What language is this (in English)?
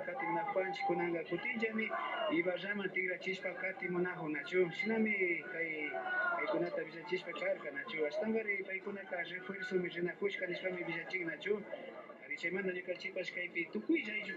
Imbabura Highland Quichua